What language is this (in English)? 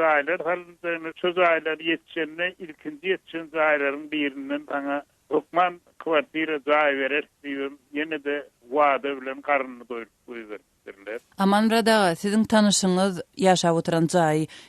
Turkmen